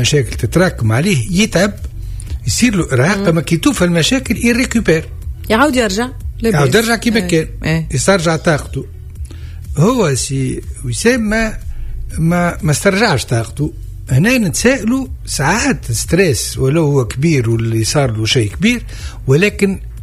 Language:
Tunisian Arabic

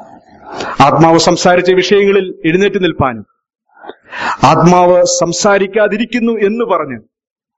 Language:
Malayalam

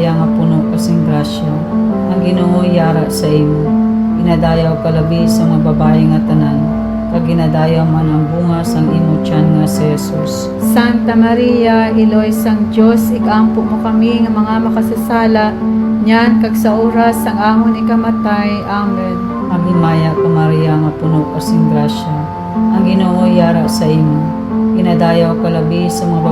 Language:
Hiligaynon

